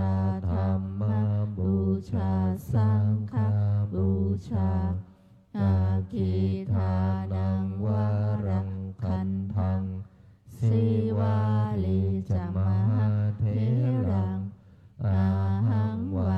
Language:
Pali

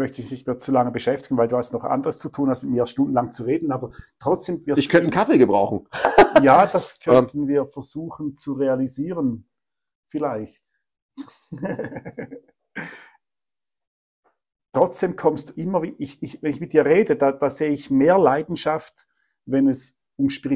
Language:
German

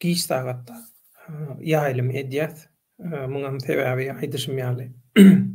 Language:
Turkmen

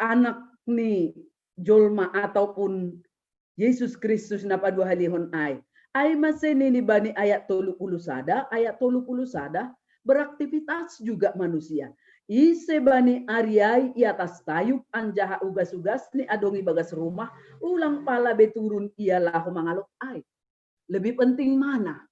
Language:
Batak Simalungun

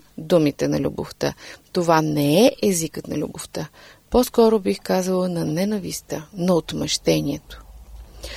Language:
Bulgarian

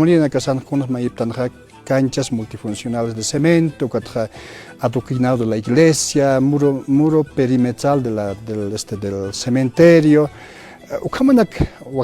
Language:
Aymara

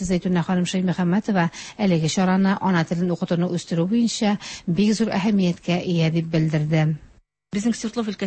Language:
Tatar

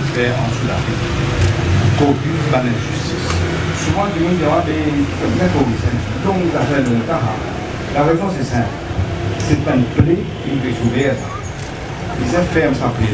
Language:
Morisyen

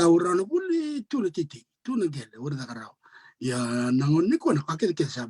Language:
Fijian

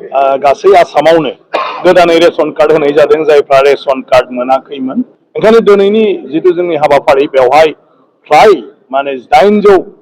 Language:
Bodo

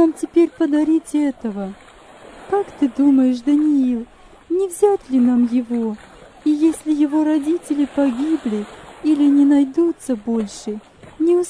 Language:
Russian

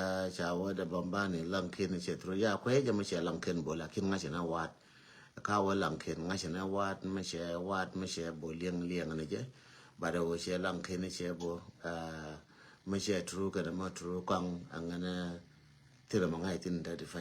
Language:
Nuer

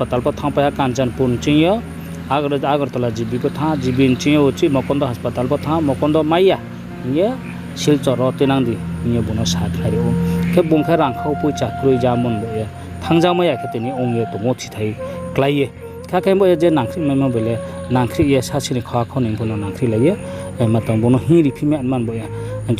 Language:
Riang (India)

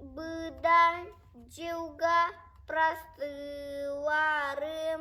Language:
Yakut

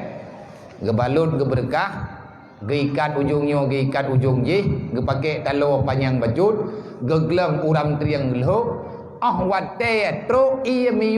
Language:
Achinese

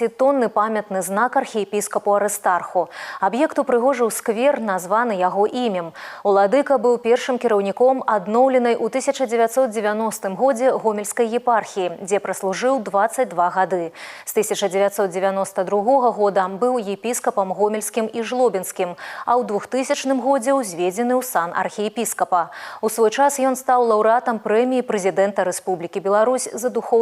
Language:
Belarusian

